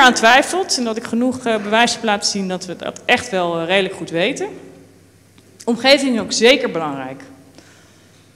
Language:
Dutch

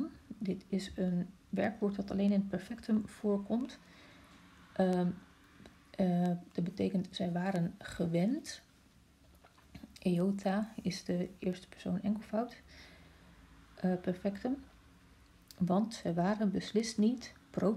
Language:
Dutch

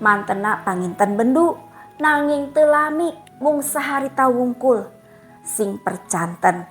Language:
Sundanese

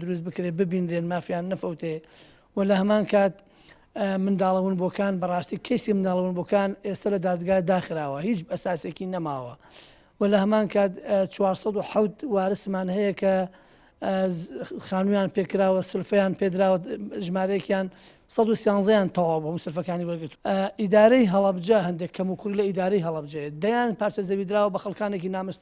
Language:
Central Kurdish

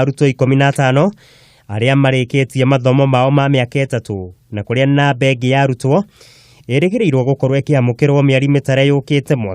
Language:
Kikuyu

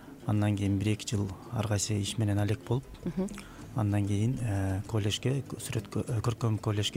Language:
Kyrgyz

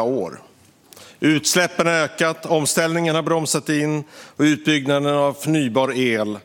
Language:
Swedish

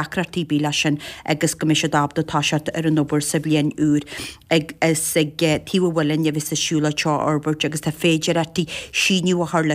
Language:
Irish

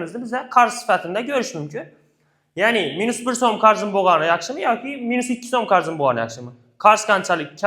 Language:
Uzbek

